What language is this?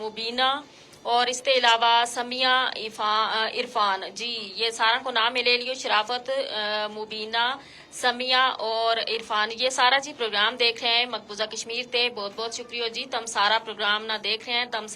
Gujari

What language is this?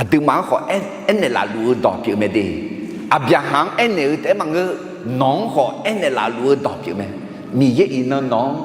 Akha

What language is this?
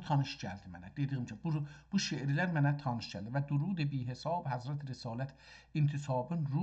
South Azerbaijani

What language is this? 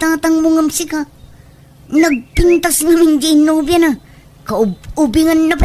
Iloko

